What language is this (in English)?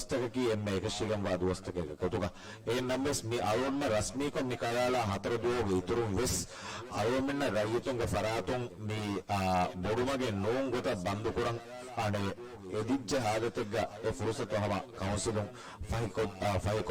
Divehi